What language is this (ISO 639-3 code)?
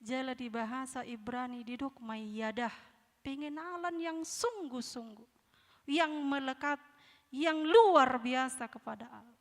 bbc